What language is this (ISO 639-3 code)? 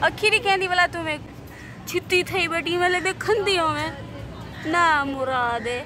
skr